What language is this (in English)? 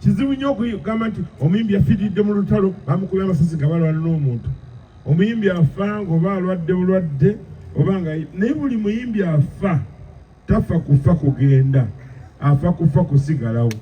Ganda